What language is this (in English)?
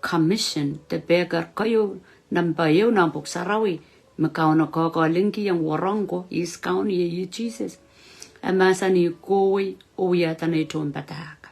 Pohnpeian